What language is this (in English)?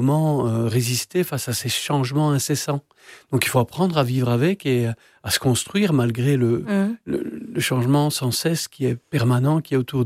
French